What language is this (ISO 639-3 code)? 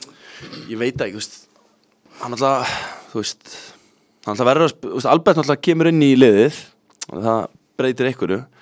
isl